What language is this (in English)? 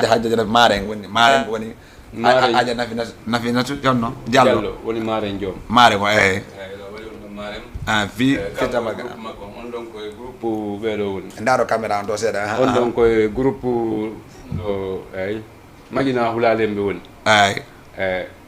Fula